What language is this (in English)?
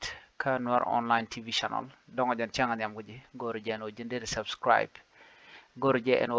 Nuer